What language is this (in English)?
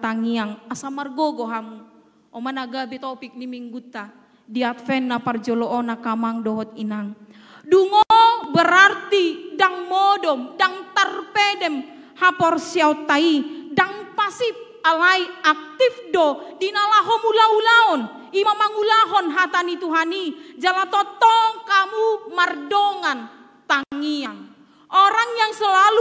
Batak Toba